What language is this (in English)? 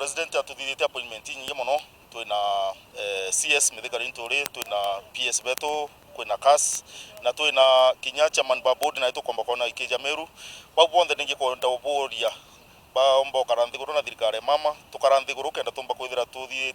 Meru